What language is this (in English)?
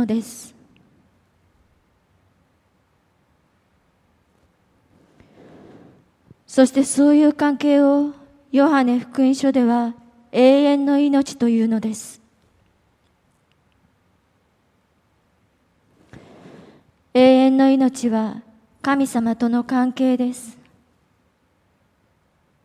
Japanese